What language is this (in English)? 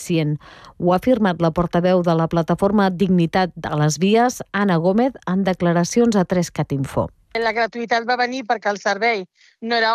Catalan